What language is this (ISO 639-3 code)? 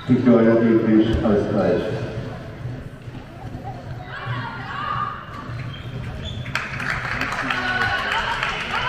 deu